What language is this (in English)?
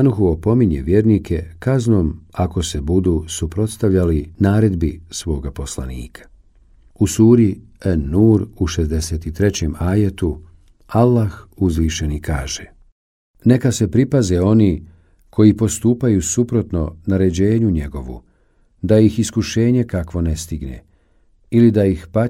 Bosnian